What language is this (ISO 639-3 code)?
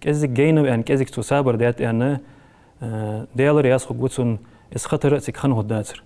inh